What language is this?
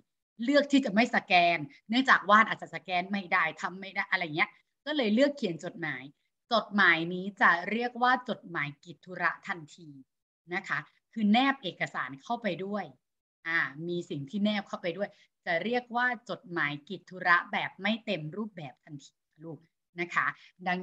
Thai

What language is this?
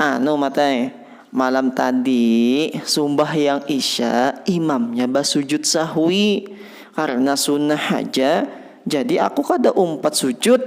Banjar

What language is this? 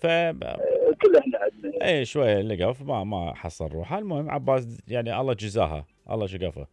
Mesopotamian Arabic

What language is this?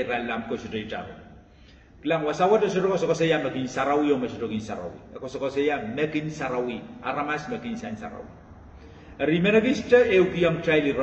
Pohnpeian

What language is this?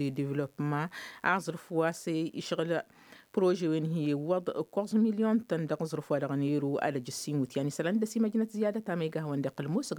Tamasheq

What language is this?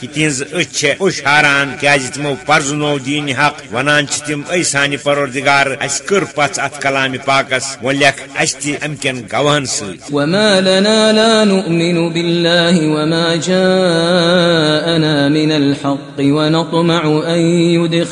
Kashmiri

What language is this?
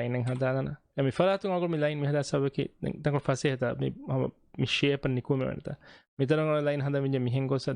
Divehi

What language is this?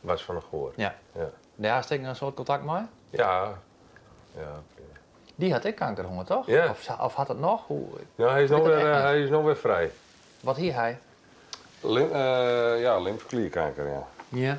Western Frisian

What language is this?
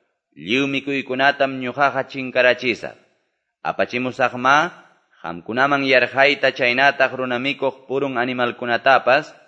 Quechua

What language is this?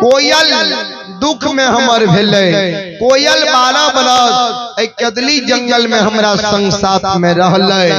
Maithili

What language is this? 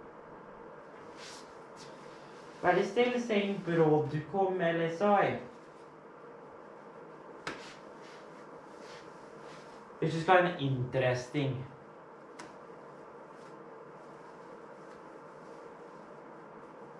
English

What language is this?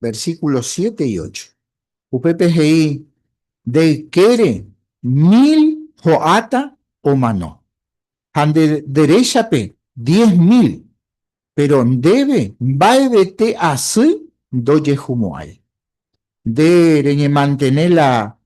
Guarani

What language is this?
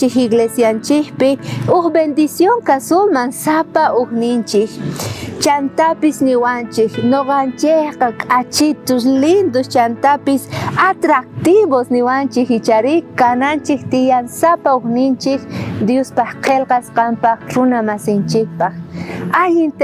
South Bolivian Quechua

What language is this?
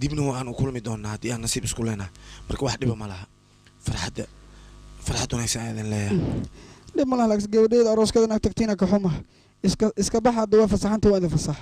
Somali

